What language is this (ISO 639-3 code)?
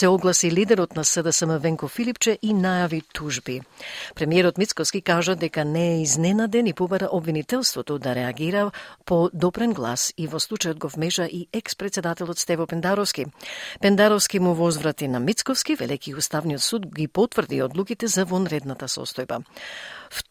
mkd